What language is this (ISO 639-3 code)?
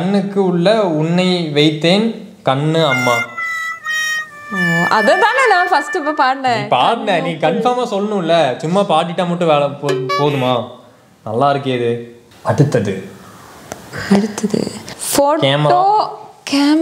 tam